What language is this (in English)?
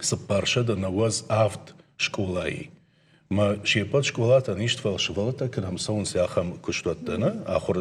Ossetic